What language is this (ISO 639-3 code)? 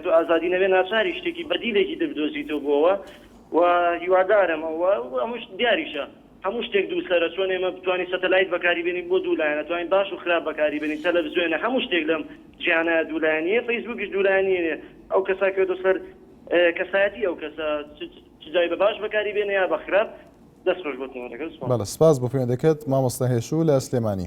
ckb